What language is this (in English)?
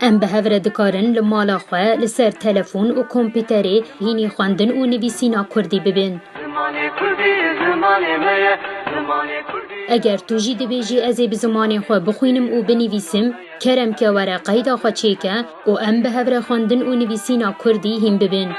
Kurdish